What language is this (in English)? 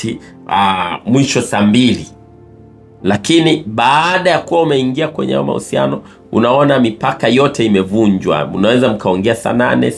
Swahili